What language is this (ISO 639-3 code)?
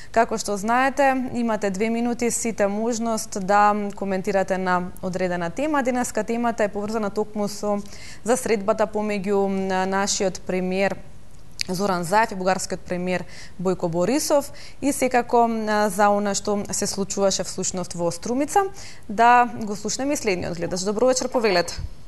mkd